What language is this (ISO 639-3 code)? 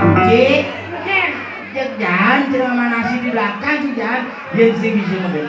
ban